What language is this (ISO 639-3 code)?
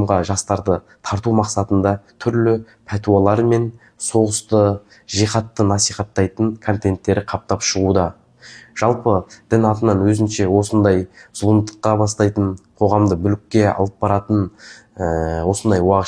kaz